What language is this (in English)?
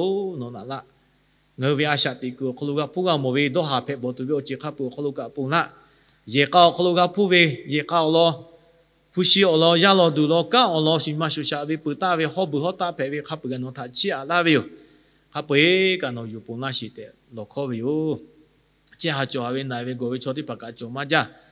Lahu